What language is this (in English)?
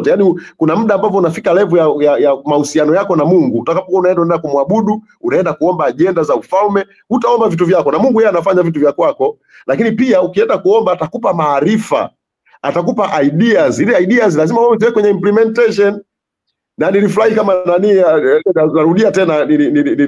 Swahili